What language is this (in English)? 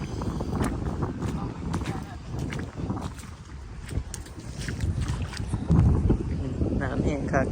Northeastern Thai